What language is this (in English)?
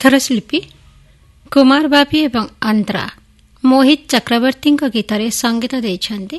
Odia